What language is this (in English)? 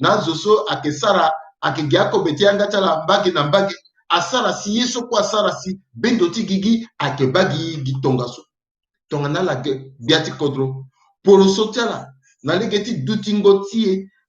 Sango